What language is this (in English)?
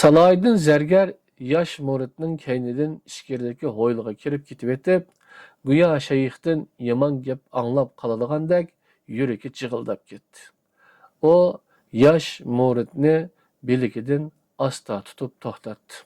Uyghur